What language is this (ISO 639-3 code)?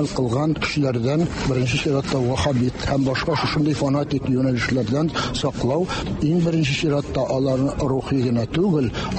tat